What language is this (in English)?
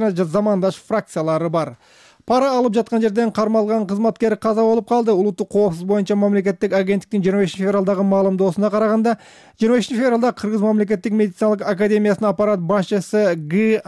Kyrgyz